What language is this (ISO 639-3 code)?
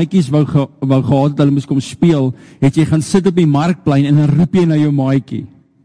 afr